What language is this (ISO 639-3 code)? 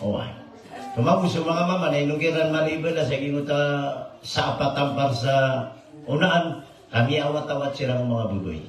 mrw